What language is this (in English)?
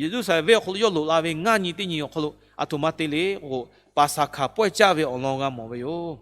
Lahu